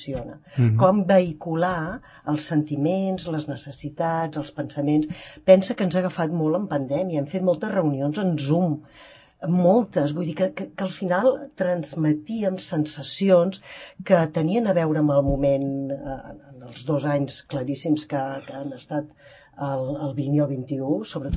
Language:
Catalan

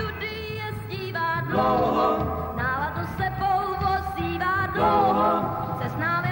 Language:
Czech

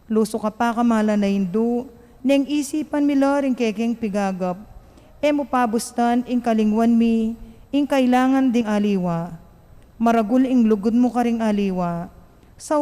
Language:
Pampanga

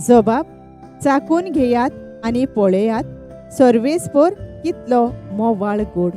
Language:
Konkani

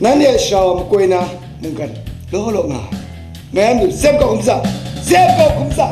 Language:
Kachin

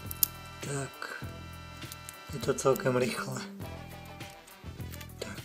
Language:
Czech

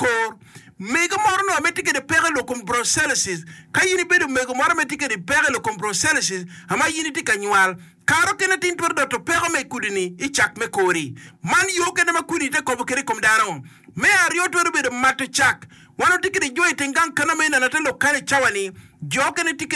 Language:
Acoli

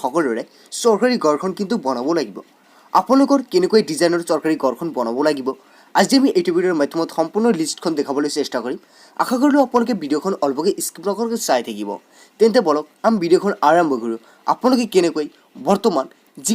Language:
Assamese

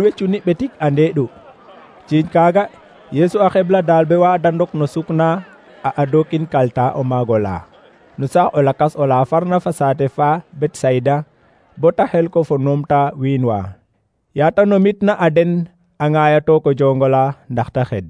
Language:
Serer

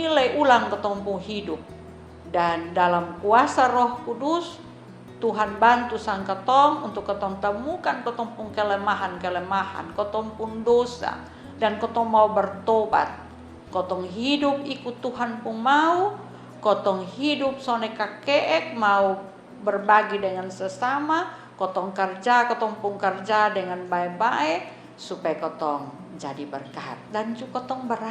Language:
Kupang Malay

